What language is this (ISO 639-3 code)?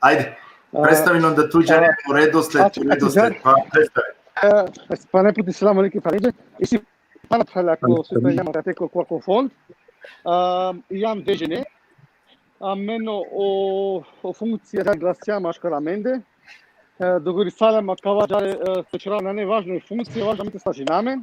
rmn